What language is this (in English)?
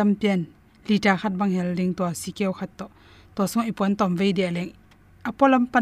Tedim Chin